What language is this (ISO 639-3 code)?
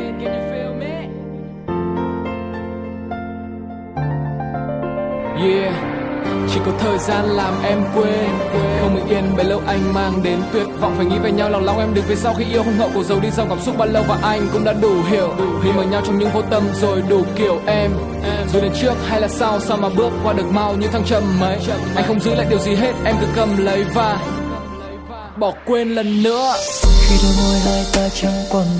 vie